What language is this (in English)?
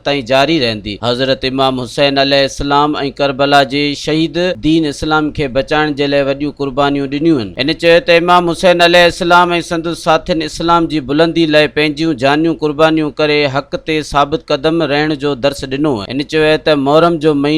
Sindhi